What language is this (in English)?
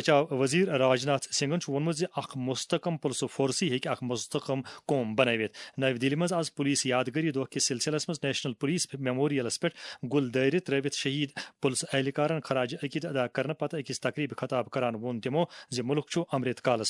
Kashmiri